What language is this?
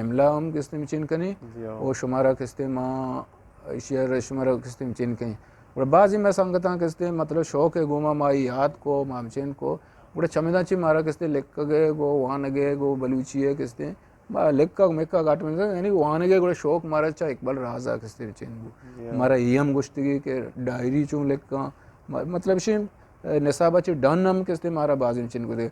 Eastern Balochi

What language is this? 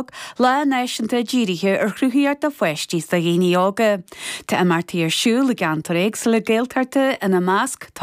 Irish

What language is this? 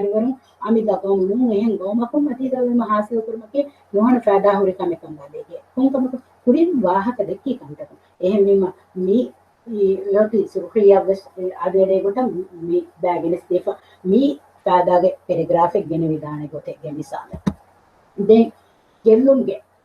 Divehi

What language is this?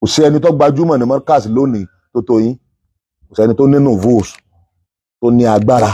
Yoruba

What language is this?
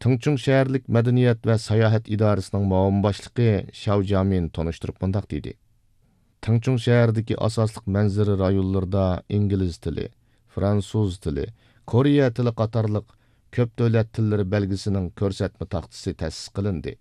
Uyghur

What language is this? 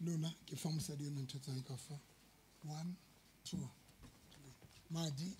Southern Sotho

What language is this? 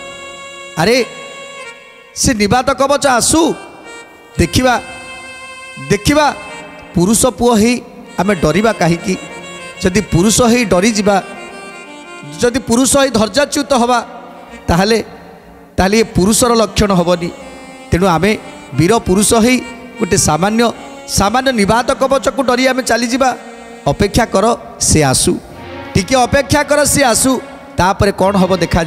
Odia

